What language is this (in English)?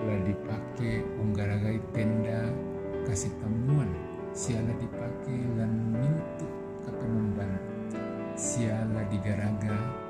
Toraja-Sa'dan